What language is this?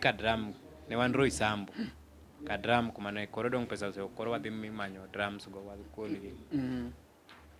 Luo (Kenya and Tanzania)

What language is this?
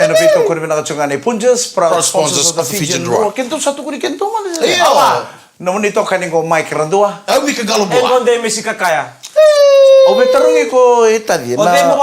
Fijian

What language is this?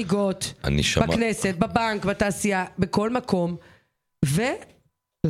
Hebrew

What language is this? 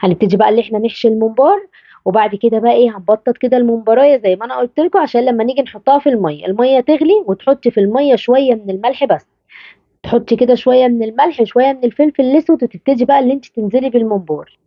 Egyptian Arabic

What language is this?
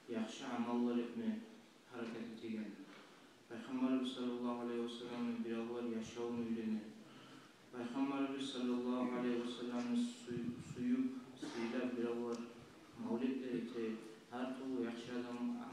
Kumyk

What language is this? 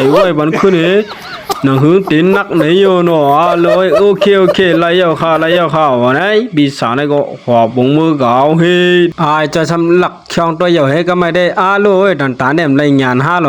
Shan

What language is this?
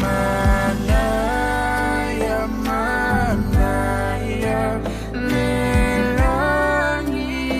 Samoan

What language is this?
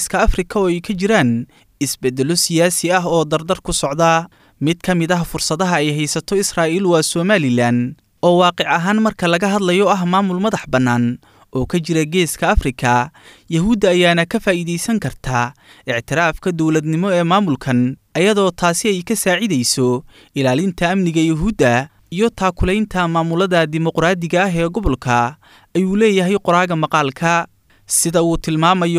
Somali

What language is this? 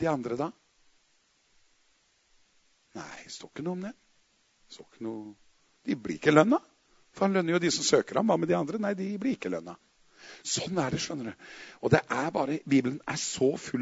Norwegian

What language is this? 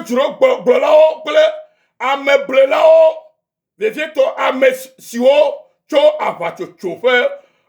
Ewe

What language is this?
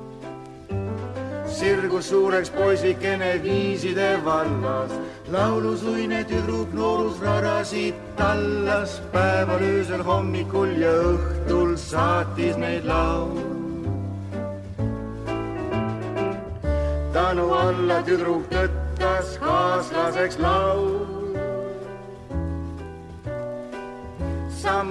Estonian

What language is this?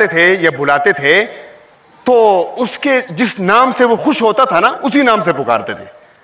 Urdu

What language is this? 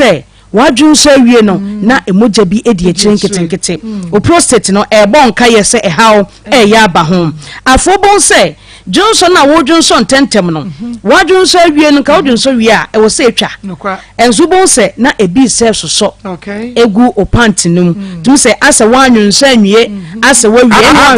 Akan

